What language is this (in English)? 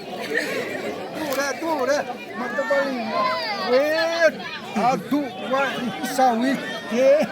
Xavánte